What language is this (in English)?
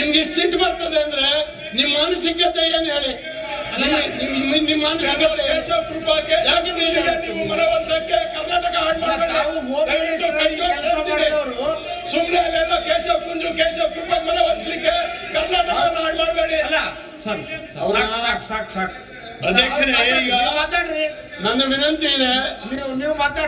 Kannada